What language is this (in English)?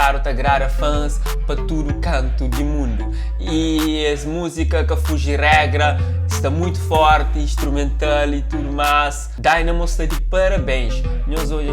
Kabuverdianu